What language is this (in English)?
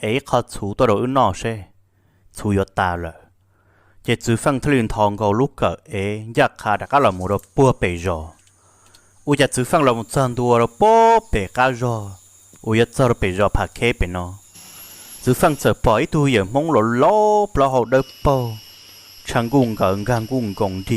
Hmong